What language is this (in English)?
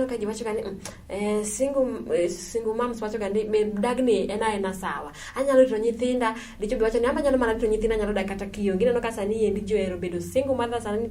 Luo (Kenya and Tanzania)